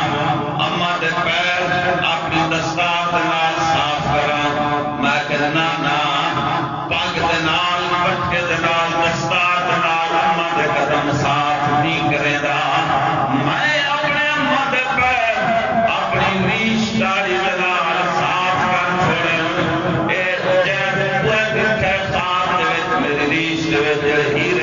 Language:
Saraiki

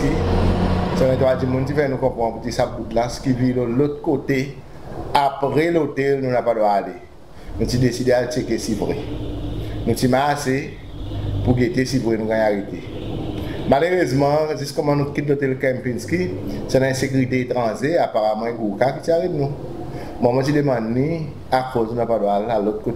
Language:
Seselwa Creole French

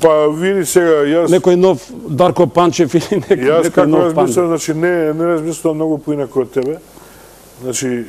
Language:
Macedonian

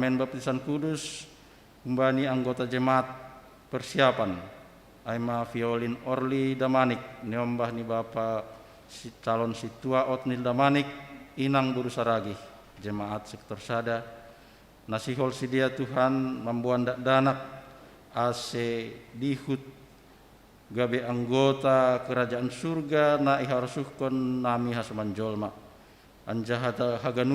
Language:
Batak Simalungun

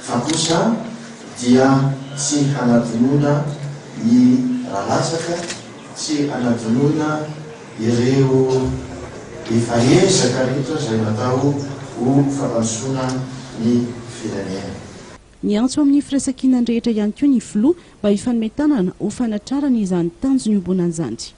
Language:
Malagasy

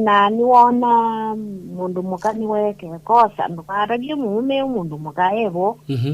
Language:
Kamba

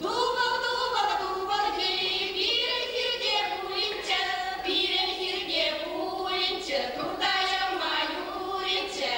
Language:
Chuvash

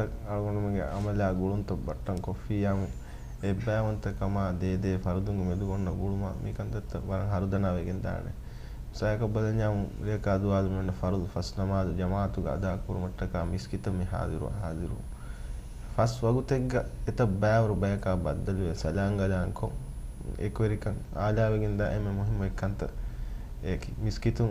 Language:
Divehi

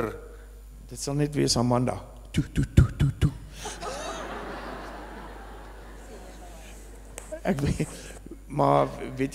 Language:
Afrikaans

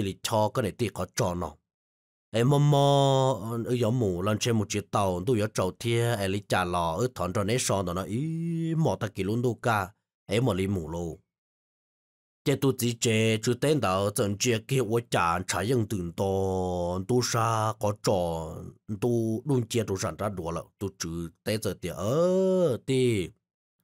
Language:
Vietnamese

